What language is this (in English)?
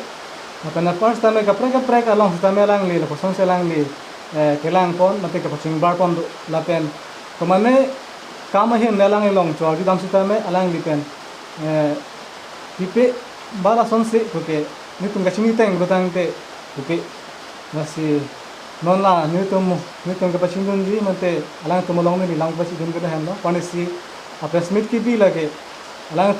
Karbi